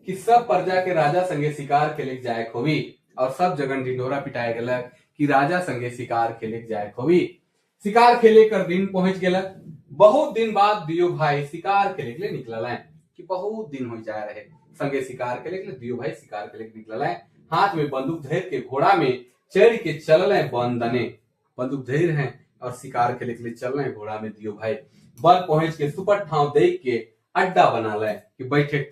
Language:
Sadri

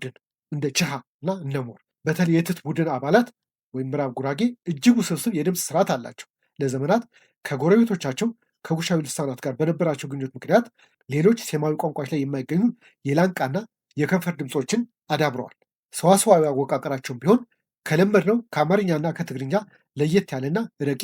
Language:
Amharic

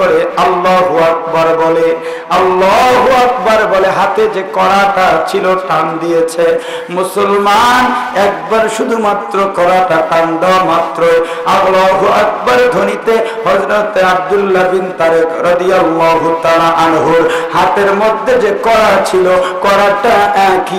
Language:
Bangla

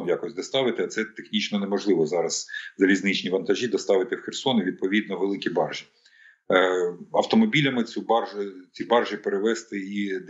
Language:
Ukrainian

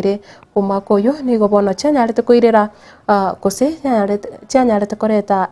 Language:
Gusii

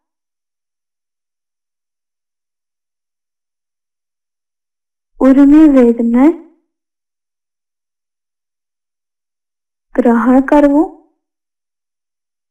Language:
Gujarati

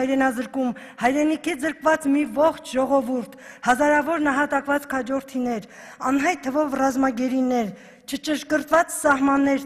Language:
Armenian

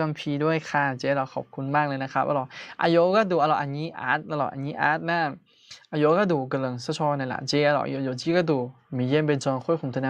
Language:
Akha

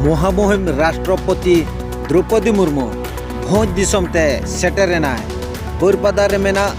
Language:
Santali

